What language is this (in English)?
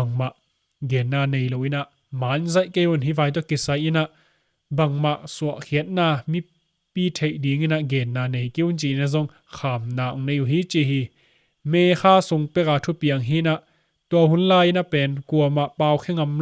Tedim Chin